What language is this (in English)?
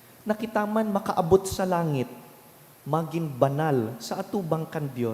Bikol